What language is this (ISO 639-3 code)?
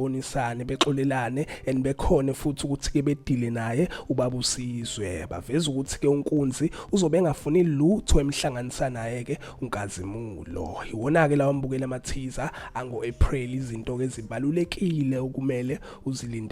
zul